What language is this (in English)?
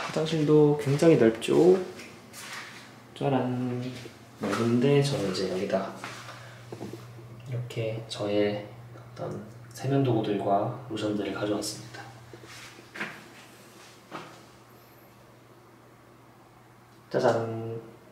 Korean